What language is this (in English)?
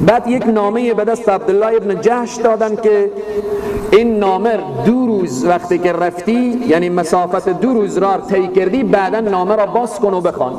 Persian